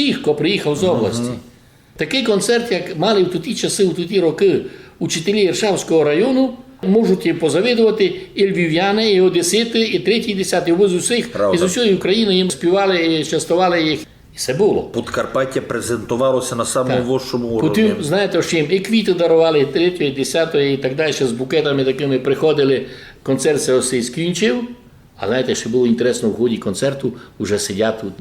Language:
Rusyn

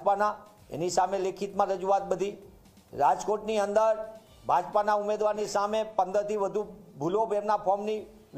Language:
Gujarati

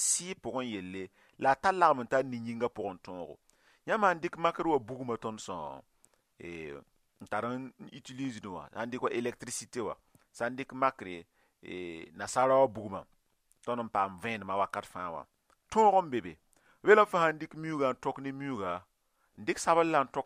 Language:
Mossi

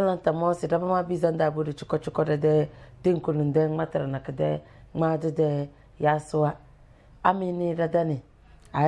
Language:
Tem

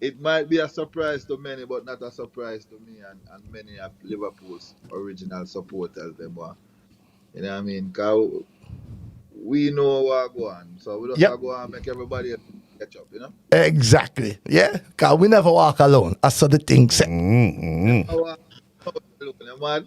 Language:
Jamaican Creole English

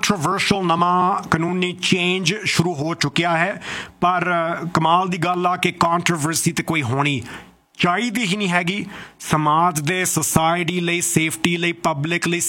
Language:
Punjabi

